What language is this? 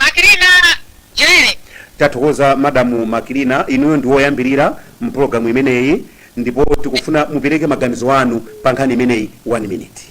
Nyanja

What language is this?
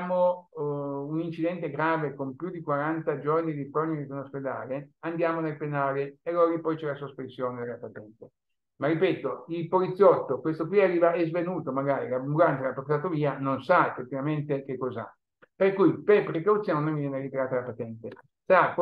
Italian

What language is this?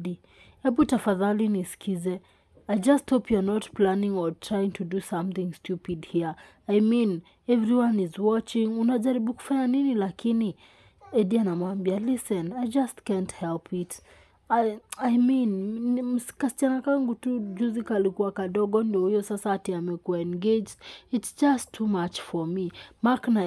Swahili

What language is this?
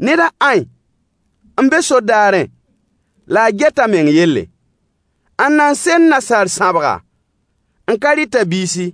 Mossi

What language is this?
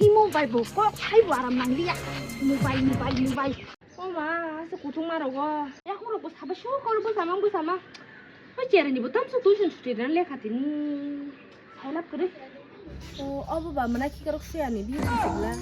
Kok Borok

